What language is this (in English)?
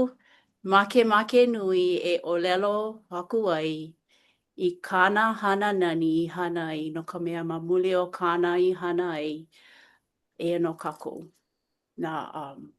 Hawaiian